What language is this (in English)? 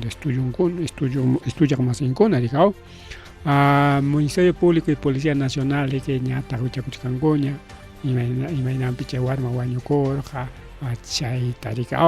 Ayacucho Quechua